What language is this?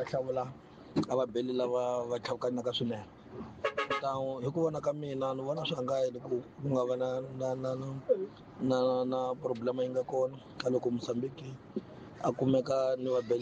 Tsonga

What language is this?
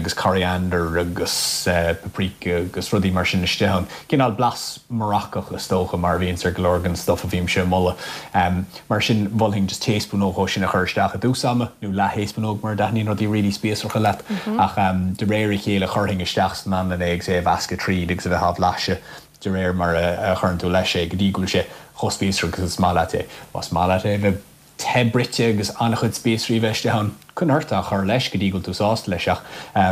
Irish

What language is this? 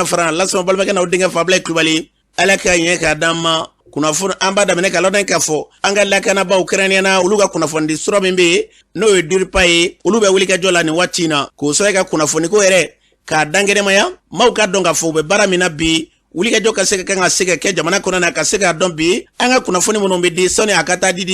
Bambara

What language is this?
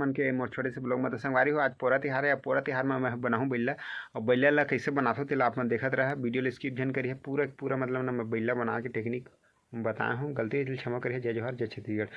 Chhattisgarhi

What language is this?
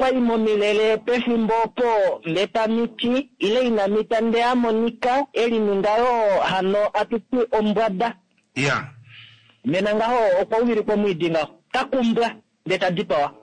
Kuanyama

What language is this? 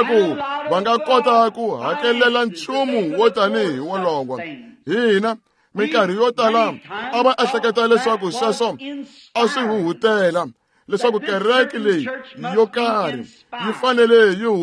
Tsonga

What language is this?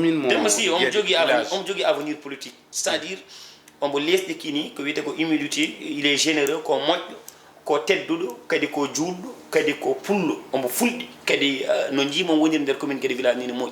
Fula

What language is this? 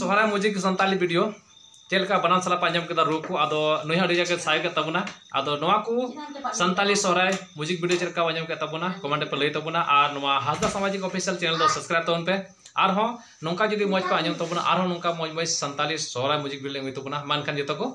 Santali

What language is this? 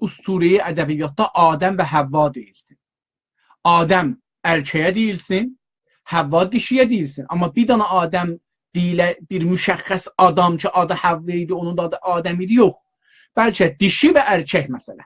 South Azerbaijani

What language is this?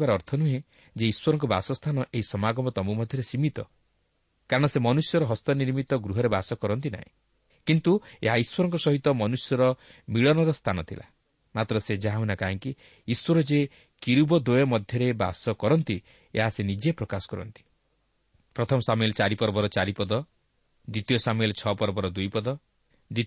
Odia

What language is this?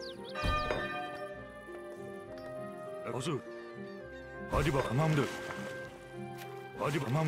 Turkish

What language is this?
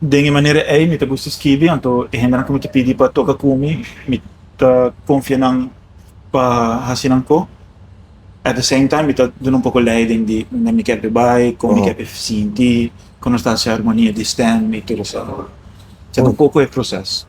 Papiamento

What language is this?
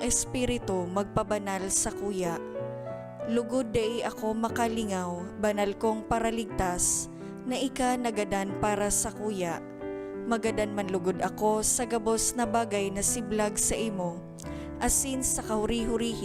Bikol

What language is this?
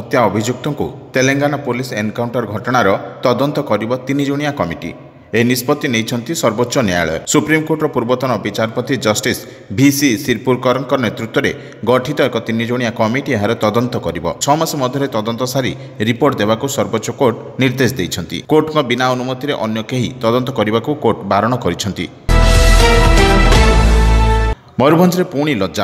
Odia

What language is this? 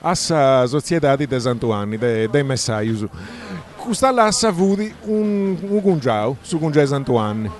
Sardinian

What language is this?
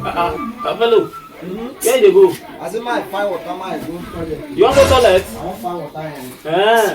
Nigerian Pidgin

